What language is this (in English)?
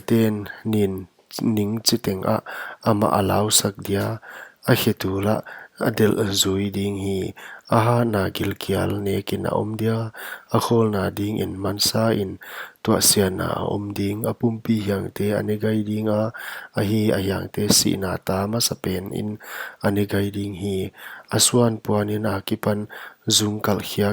Paite Chin